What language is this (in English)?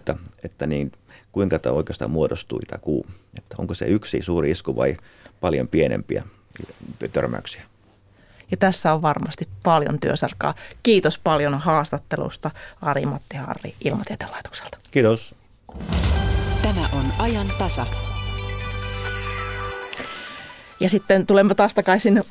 Finnish